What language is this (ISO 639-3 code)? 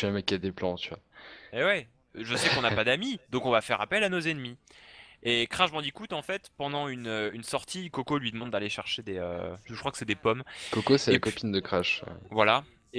fra